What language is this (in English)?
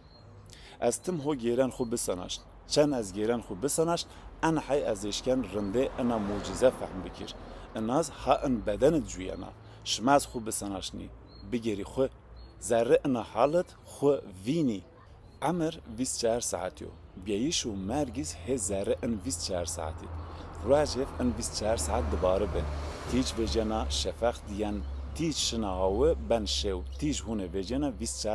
Zaza